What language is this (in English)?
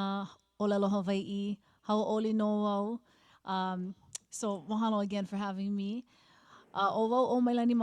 Hawaiian